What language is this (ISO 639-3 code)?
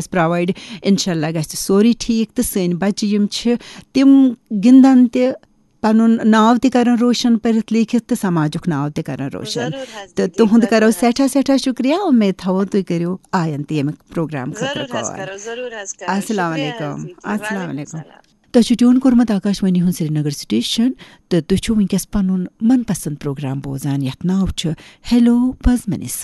kas